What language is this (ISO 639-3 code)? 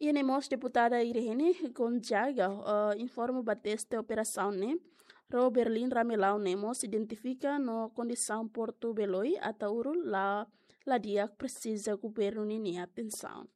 tet